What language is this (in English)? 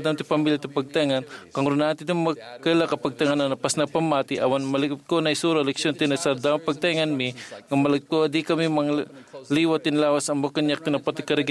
Iloko